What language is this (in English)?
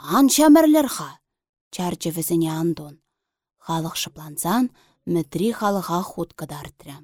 Chuvash